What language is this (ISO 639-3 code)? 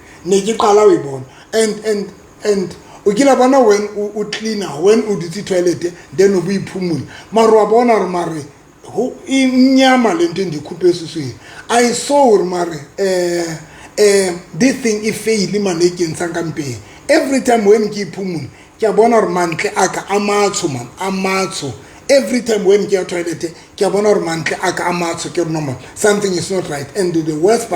sot